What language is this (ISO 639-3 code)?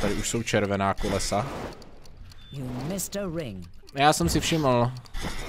ces